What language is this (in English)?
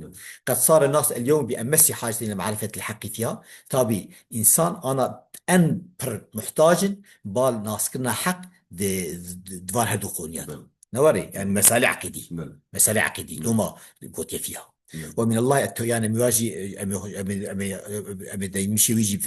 Kurdish